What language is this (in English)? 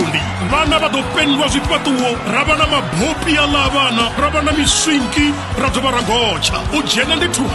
Venda